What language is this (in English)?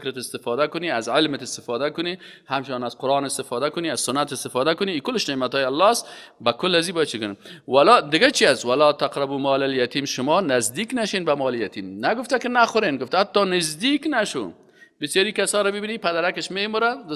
Persian